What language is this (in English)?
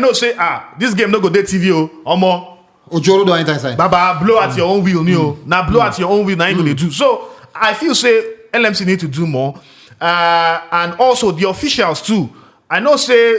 Nigerian Pidgin